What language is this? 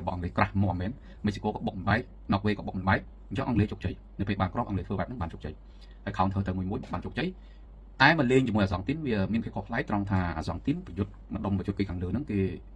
Khmer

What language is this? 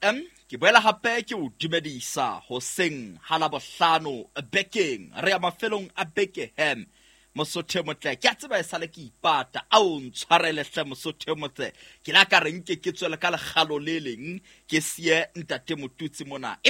Southern Sotho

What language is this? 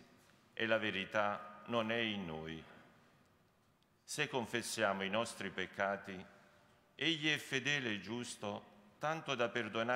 Italian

